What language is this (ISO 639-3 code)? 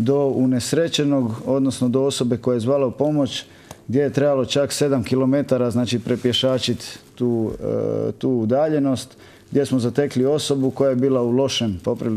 hrv